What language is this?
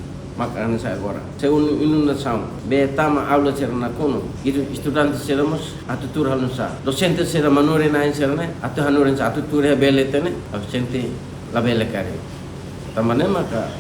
Tetum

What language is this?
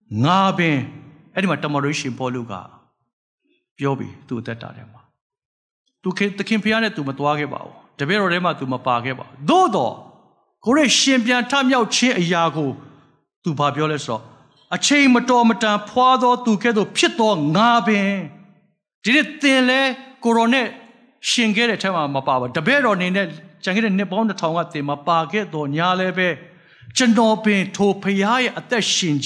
Burmese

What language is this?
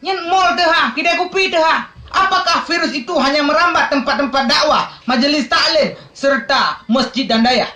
Achinese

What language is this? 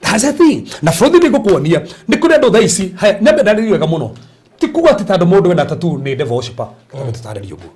Kikuyu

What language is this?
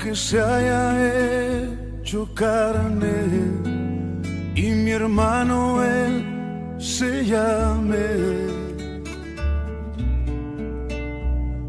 Spanish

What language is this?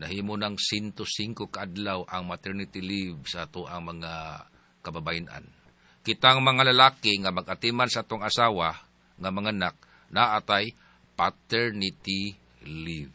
Cebuano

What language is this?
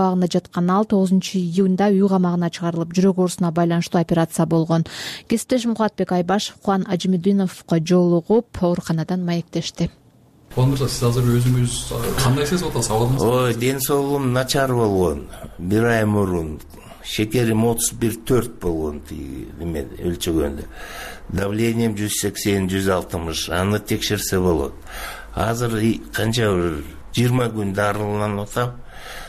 Kyrgyz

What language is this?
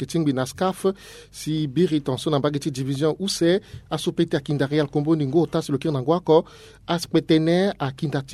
Sango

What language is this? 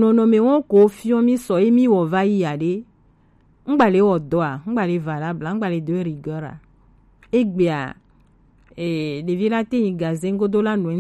Gen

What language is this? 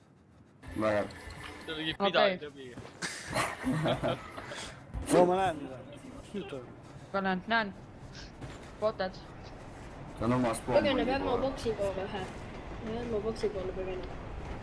Estonian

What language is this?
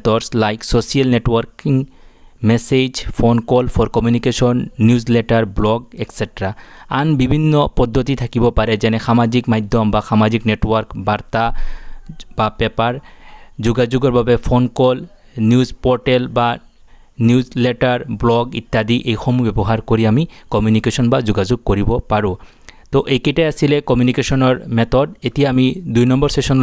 Assamese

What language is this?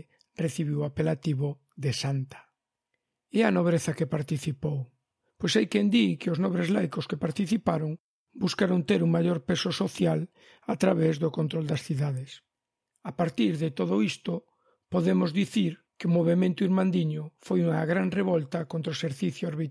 Galician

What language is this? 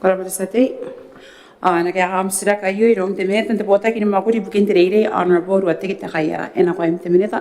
Gilbertese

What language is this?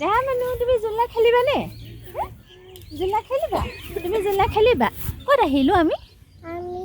Assamese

